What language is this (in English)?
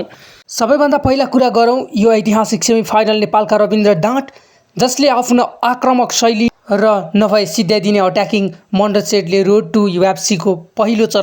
Nepali